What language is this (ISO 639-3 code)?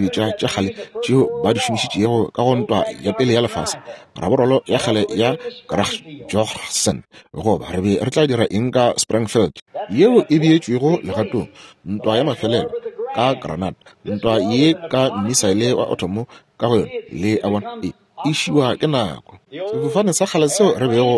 nso